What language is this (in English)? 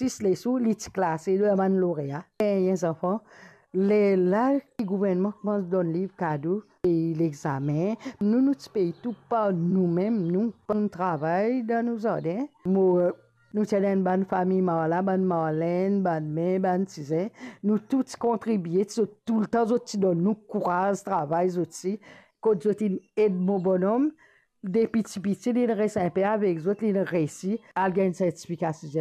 Morisyen